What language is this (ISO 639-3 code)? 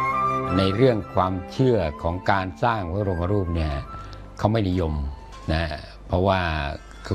tha